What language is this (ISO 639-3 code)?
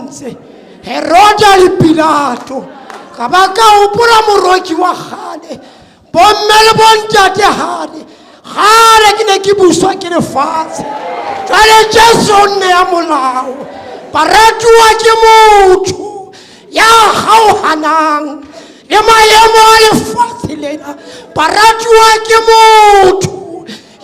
sot